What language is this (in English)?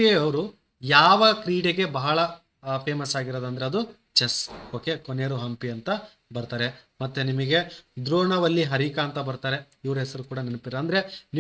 Kannada